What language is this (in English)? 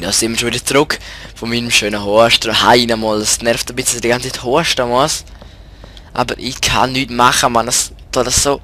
Swiss German